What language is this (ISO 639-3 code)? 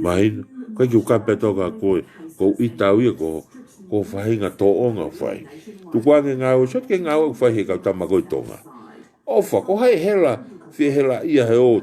ton